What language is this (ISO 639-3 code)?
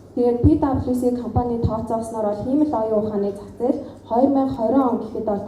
mon